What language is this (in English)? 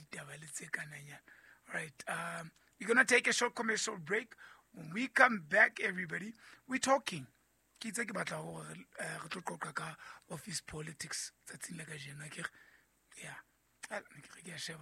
Southern Sotho